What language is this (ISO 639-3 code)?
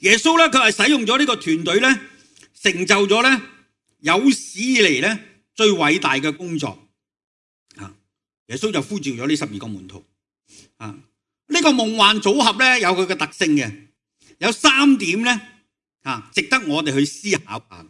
yue